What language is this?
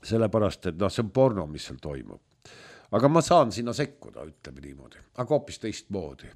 Estonian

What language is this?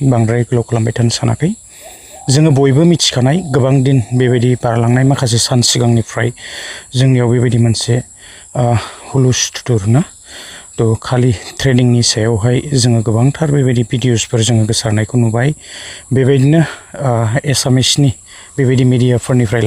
Bodo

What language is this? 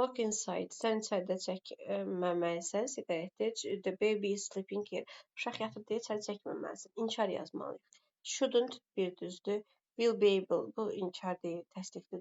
Azerbaijani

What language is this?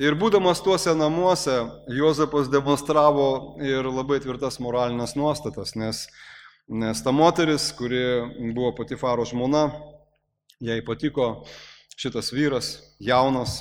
Lithuanian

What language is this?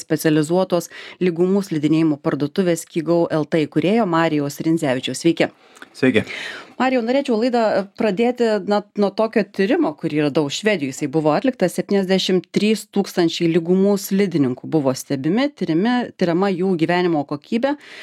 Lithuanian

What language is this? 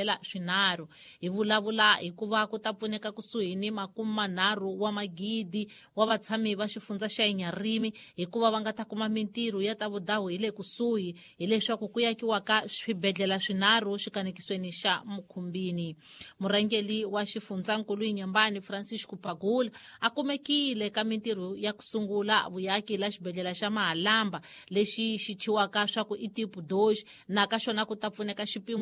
Tsonga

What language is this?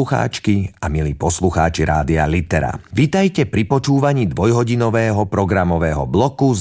Slovak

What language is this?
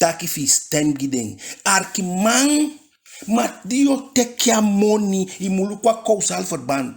Eastern Maroon Creole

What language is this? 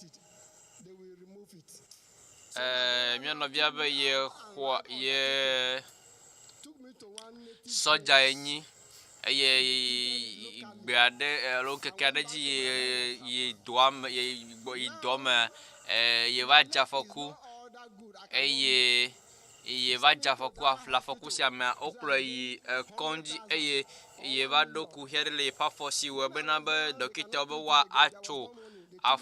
Ewe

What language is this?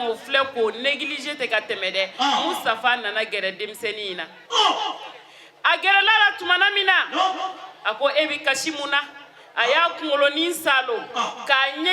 Bambara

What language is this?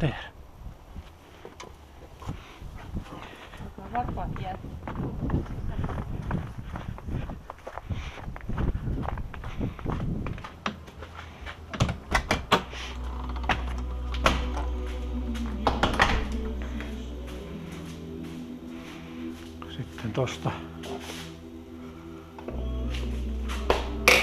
Finnish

